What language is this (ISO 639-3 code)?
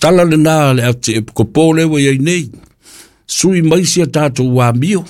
smo